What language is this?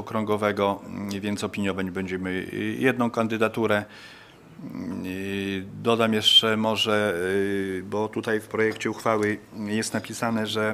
Polish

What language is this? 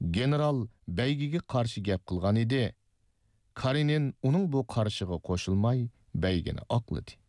Uyghur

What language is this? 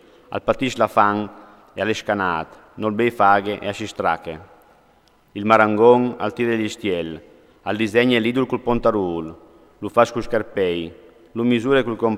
Friulian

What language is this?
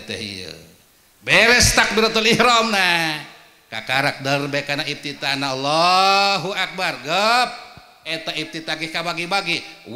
Sundanese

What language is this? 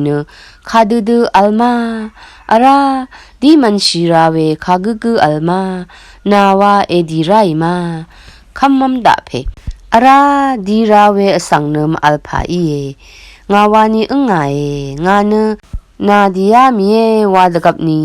Rawang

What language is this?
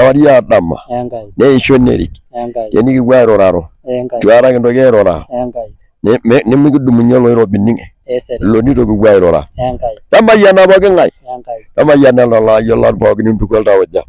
Masai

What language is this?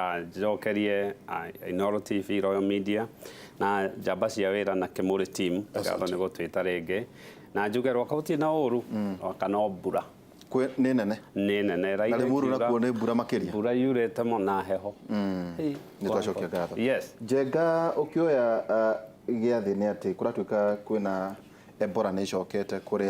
Kikuyu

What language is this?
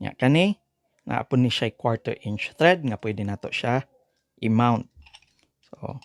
Cebuano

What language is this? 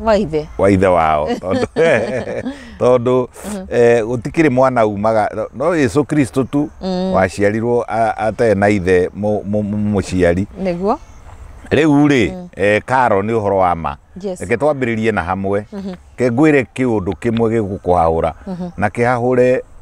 Kikuyu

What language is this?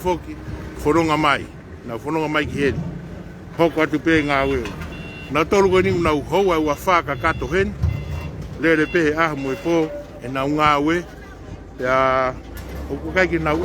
Tongan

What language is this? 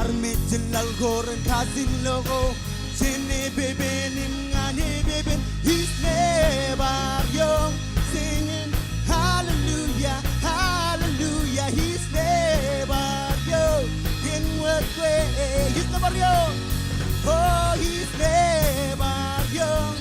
Marshallese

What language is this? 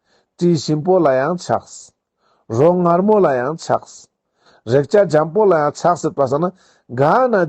Ladakhi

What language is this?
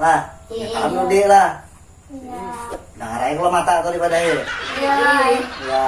Banjar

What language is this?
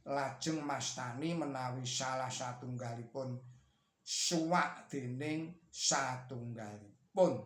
Javanese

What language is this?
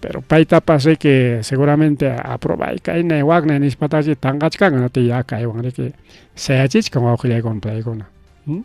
Ayacucho Quechua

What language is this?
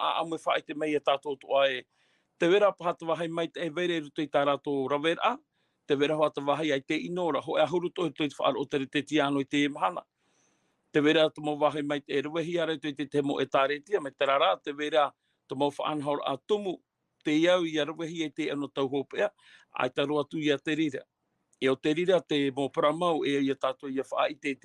Tahitian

